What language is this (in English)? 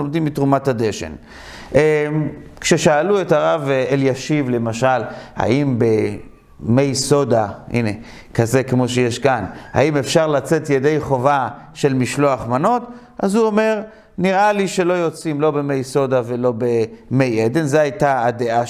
Hebrew